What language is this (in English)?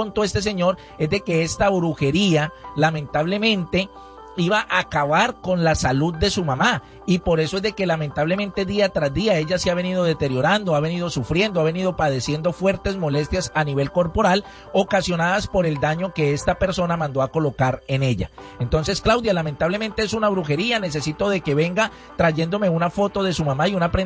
Spanish